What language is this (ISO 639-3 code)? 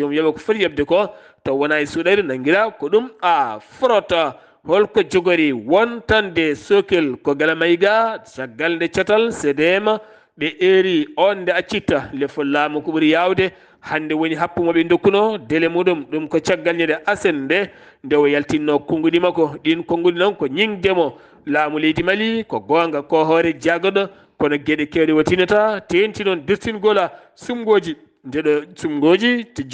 ful